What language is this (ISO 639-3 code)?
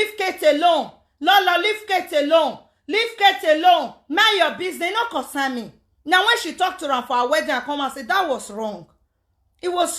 pcm